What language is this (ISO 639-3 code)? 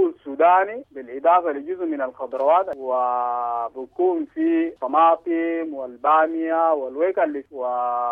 apd